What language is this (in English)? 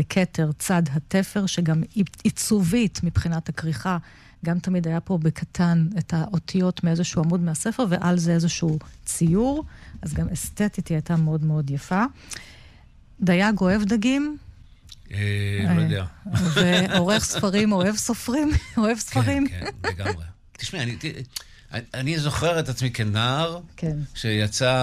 Hebrew